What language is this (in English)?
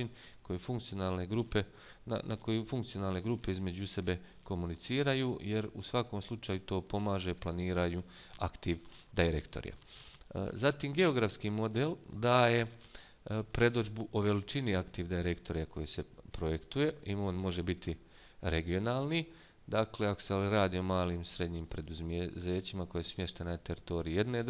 Bosnian